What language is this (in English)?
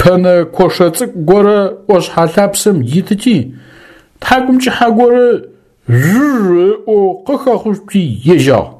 Adyghe